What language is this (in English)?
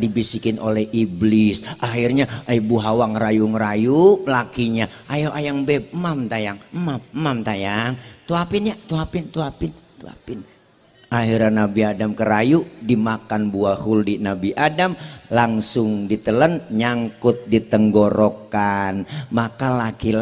Betawi